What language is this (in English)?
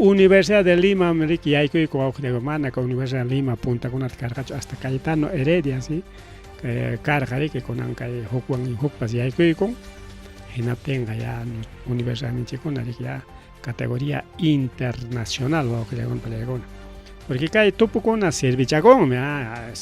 Ayacucho Quechua